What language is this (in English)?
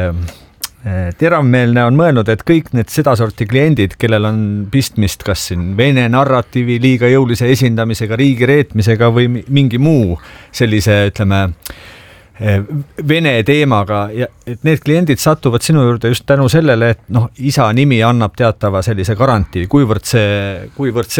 Estonian